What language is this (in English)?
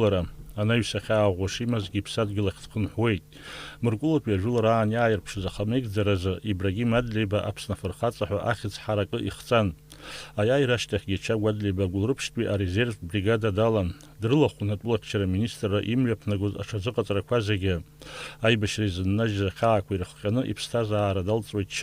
Abkhazian